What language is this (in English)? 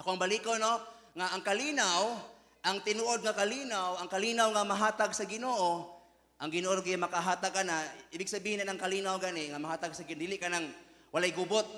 Cebuano